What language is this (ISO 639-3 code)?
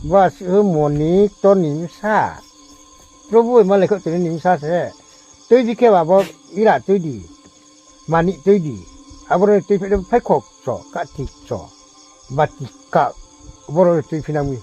ria